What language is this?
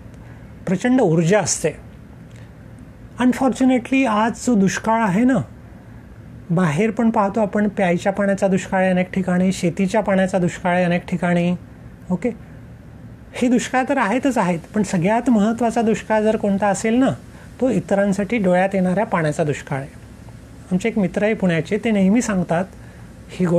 Marathi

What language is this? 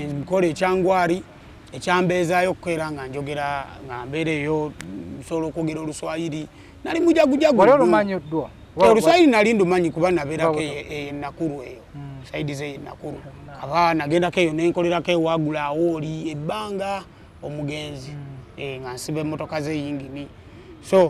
Ganda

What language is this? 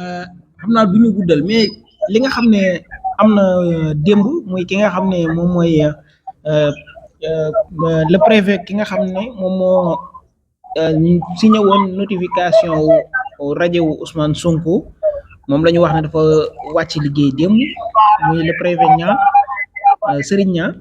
Wolof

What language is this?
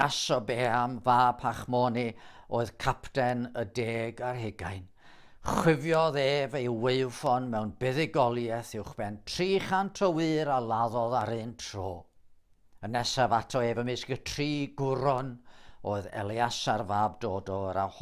Welsh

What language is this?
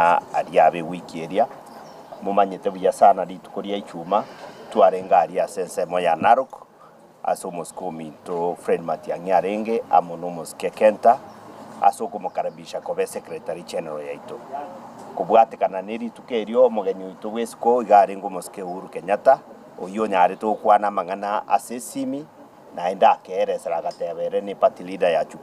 Gusii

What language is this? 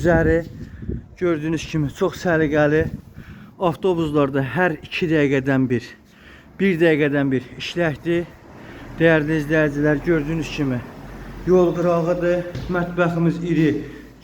Azerbaijani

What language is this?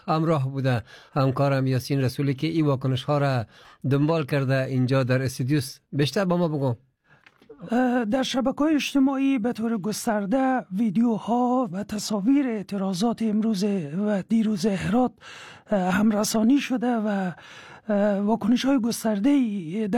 Persian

